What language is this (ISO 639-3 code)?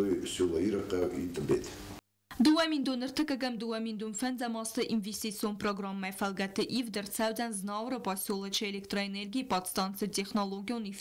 oss